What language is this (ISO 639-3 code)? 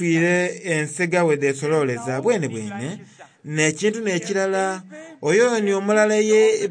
xog